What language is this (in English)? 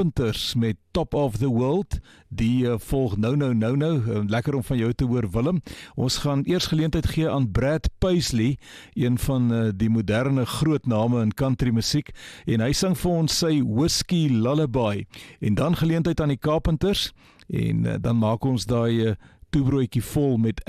Afrikaans